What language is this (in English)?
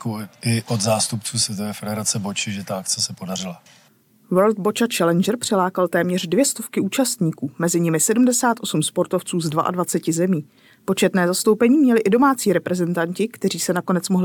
Czech